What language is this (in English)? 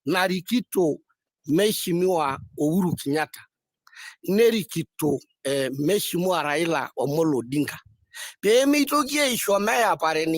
Masai